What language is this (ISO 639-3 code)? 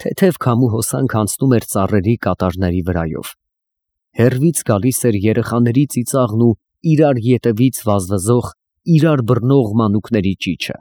hye